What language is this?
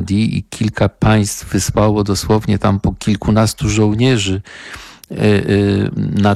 Polish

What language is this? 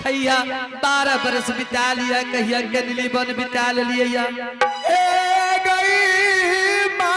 Angika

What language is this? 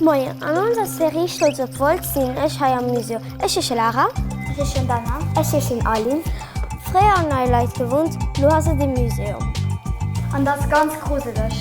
Luxembourgish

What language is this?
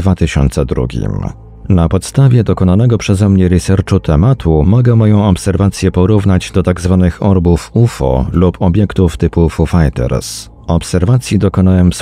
Polish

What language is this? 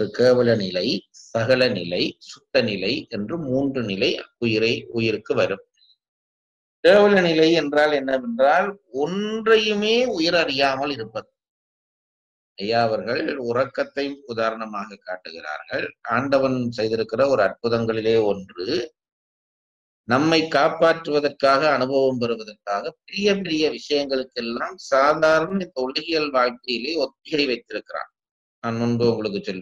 Tamil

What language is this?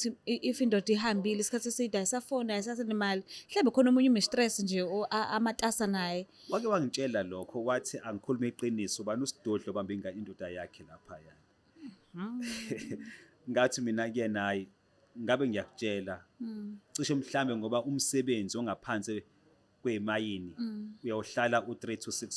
Zulu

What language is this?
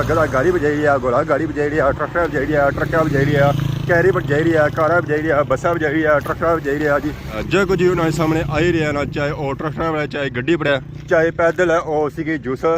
Pahari-Potwari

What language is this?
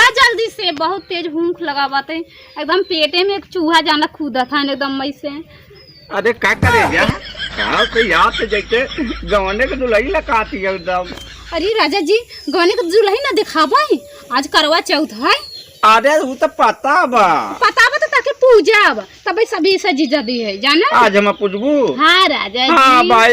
Awadhi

